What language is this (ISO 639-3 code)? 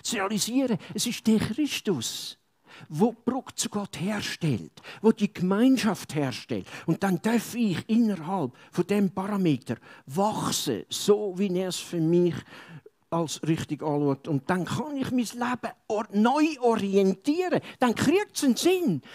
gsw